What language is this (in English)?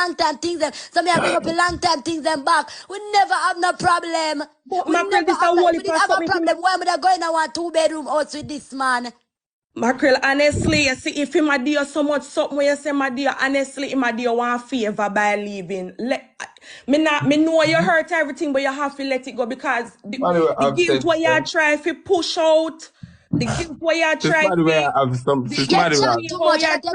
Jamaican Creole English